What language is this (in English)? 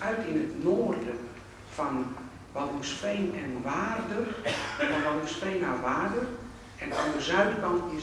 Dutch